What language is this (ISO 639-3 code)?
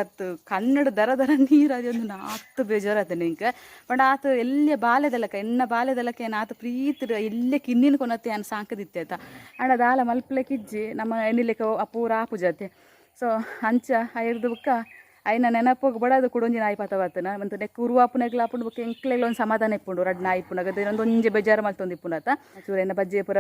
tcy